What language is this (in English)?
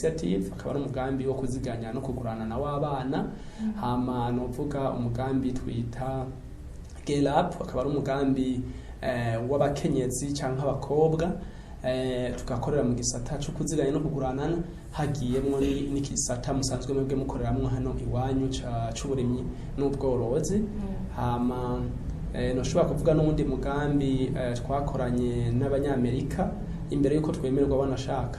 Rundi